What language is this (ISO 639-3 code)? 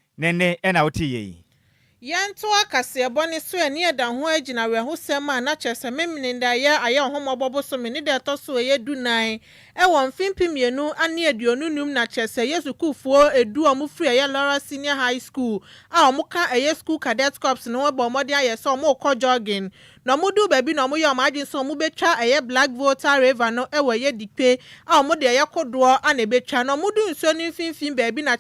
aka